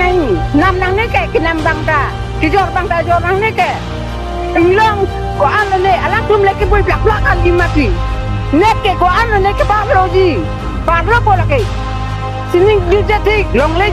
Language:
Karbi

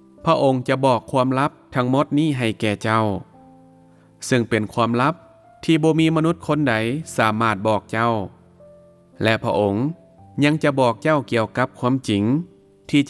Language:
Lao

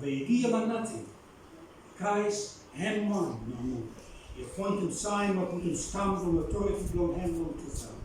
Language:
Bislama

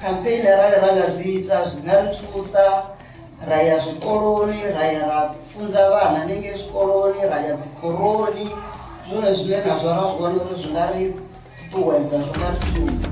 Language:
Venda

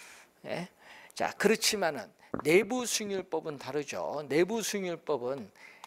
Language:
Korean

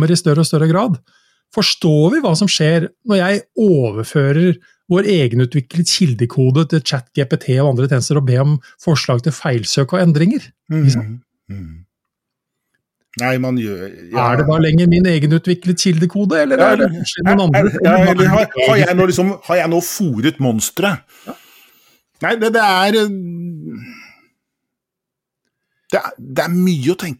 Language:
Norwegian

